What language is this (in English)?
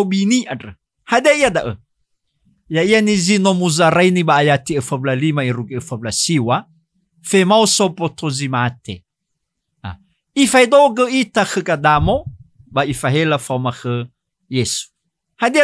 Nias